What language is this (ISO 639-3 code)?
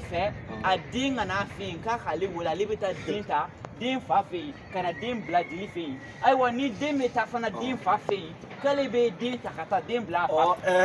bam